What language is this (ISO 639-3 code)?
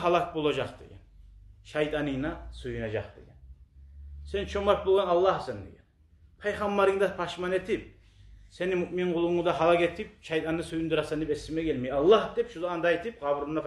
kum